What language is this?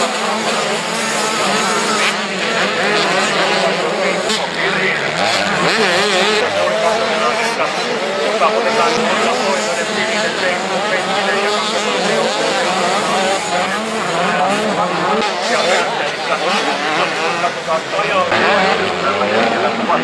Finnish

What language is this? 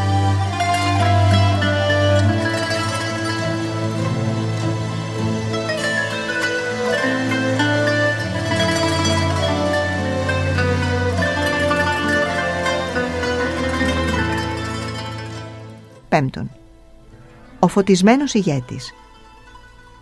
Greek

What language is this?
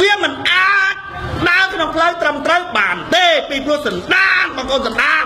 Khmer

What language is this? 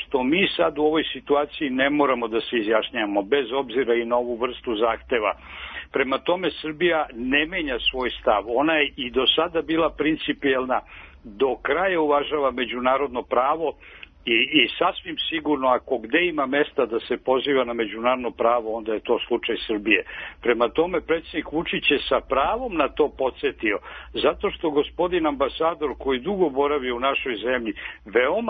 Serbian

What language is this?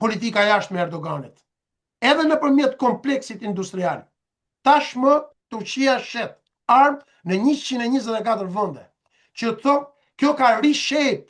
Albanian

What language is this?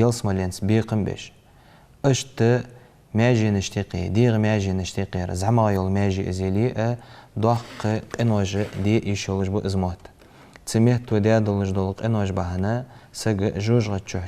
Ingush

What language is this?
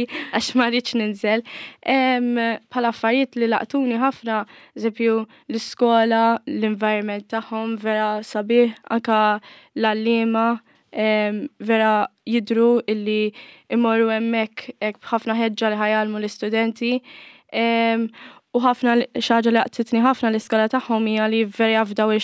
Maltese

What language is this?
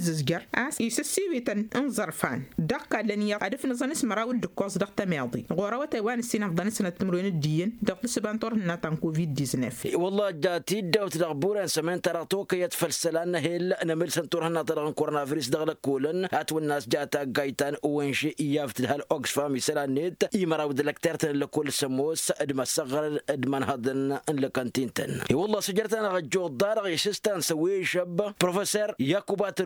Tamasheq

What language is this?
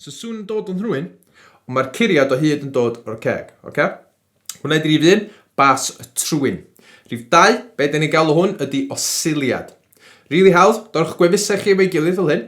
Welsh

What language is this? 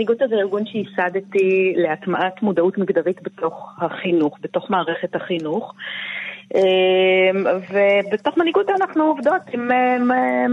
Hebrew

